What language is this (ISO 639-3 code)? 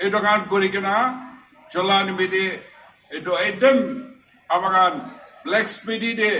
nag